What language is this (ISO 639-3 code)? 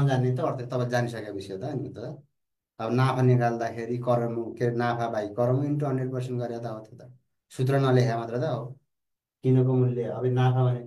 nep